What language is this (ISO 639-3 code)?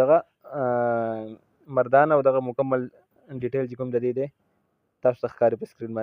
pus